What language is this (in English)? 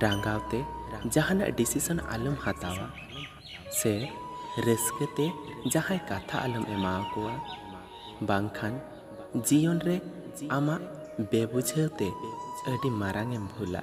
Santali